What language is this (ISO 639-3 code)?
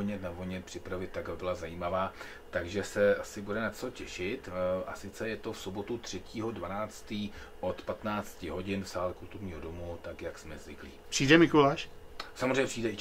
ces